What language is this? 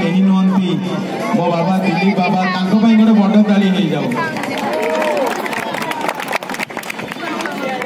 Odia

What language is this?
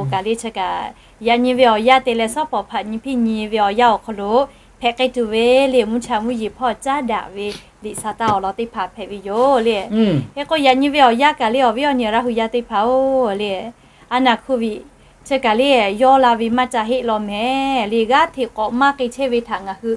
Lahu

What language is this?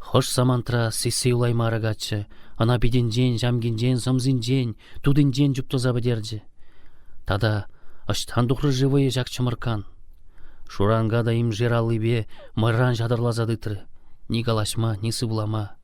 Chuvash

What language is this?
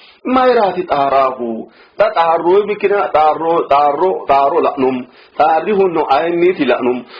Sidamo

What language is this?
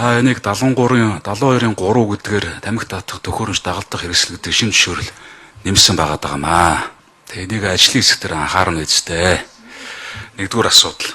Mongolian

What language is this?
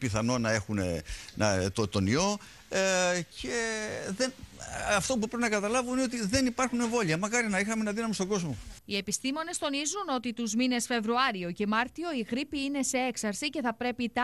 Greek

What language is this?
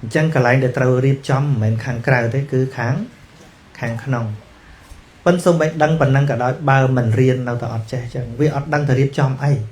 Khmer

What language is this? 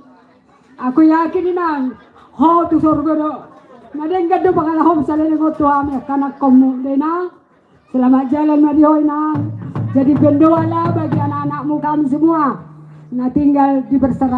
Batak Toba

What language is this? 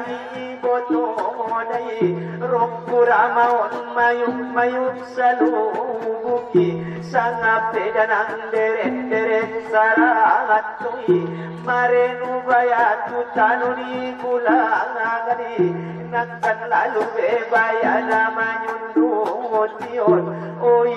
Batak Angkola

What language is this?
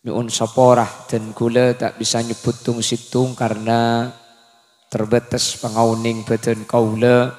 Madurese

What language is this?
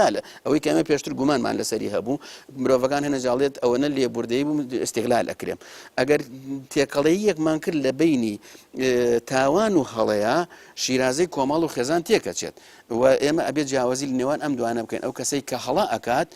Central Kurdish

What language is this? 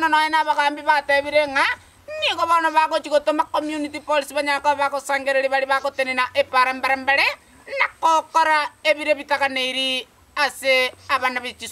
Gusii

